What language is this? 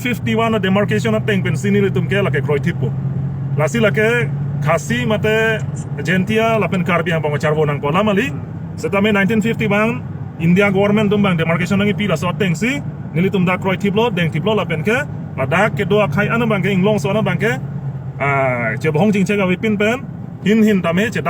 Karbi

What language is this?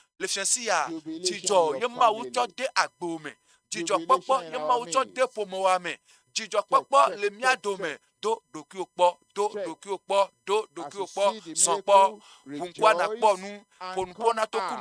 Ewe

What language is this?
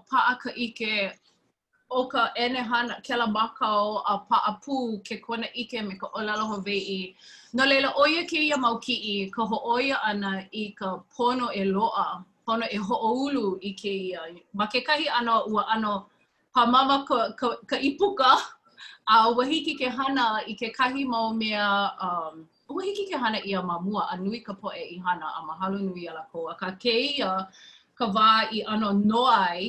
Hawaiian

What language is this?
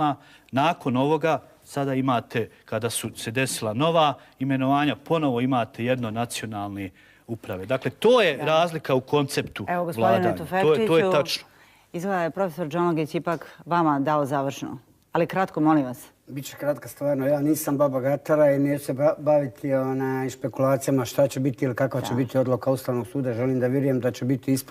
Bosnian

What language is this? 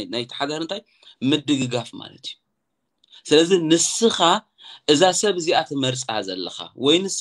Tigrinya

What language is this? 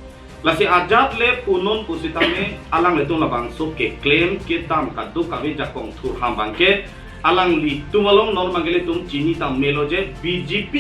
Karbi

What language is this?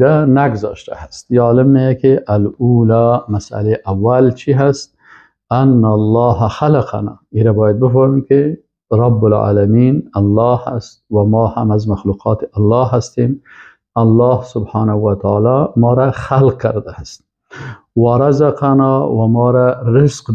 Persian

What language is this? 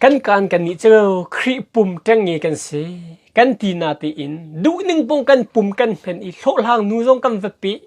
Hakha Chin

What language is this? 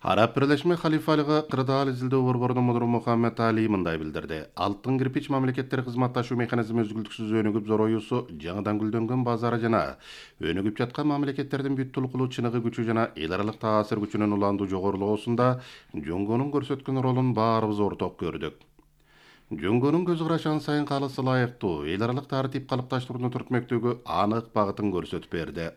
Kyrgyz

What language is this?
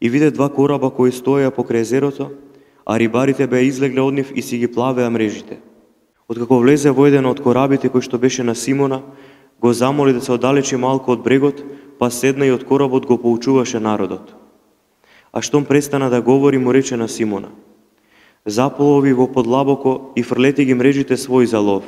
Macedonian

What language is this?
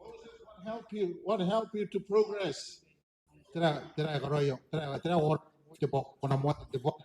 Gilbertese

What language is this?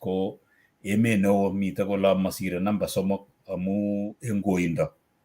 Kalenjin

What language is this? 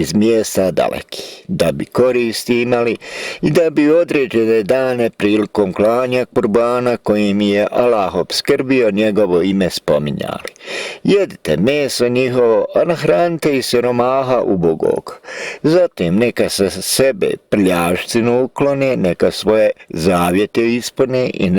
Bosnian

